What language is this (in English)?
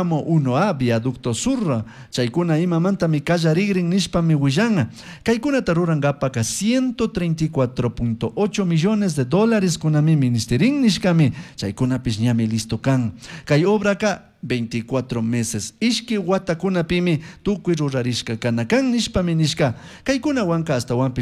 Chimborazo Highland Quichua